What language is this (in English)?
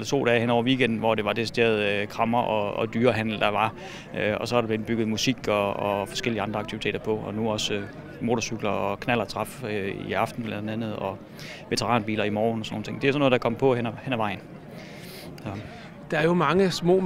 Danish